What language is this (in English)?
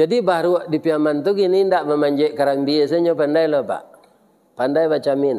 Minangkabau